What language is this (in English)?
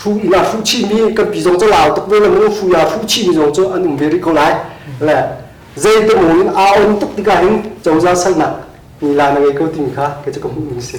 Hakha Chin